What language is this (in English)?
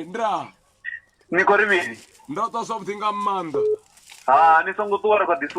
Venda